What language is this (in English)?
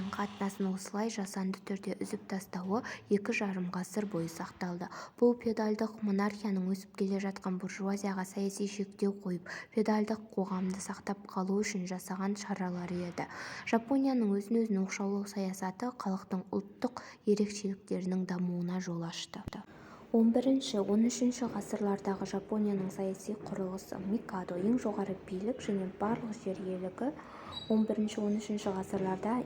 Kazakh